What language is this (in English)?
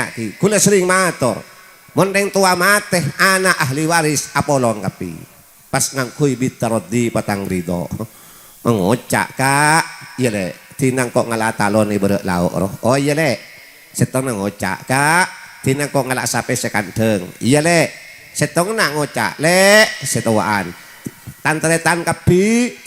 Madurese